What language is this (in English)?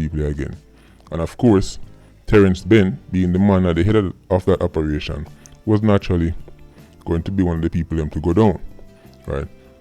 Jamaican Creole English